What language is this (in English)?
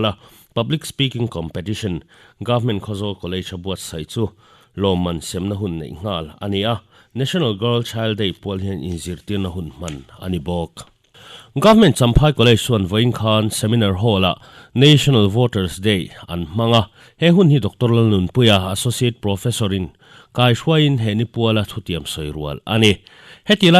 Mizo